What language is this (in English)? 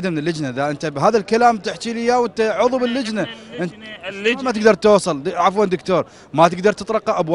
Mesopotamian Arabic